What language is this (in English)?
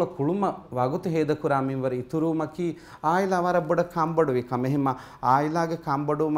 Divehi